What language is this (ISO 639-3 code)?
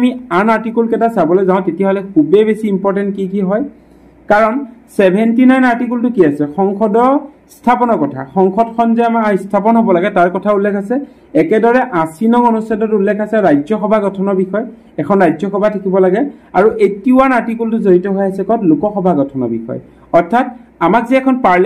asm